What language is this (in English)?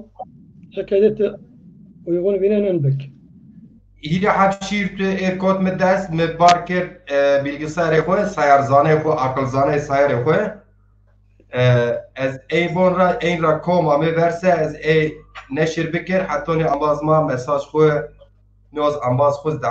Zaza